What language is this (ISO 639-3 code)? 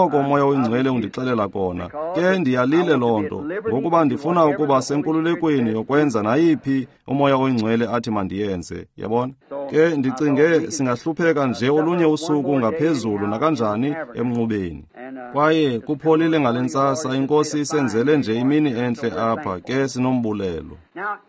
xho